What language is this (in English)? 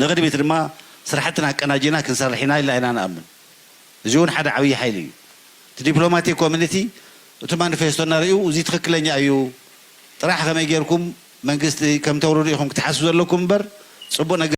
Tigrinya